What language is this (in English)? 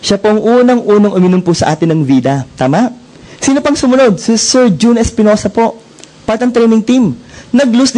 Filipino